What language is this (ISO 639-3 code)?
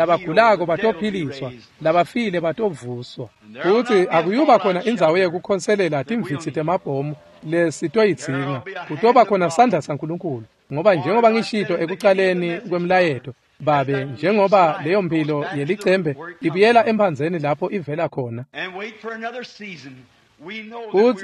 ssw